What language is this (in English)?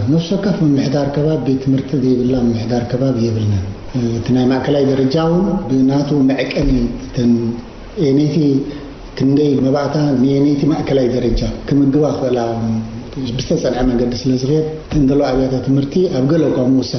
Tigrinya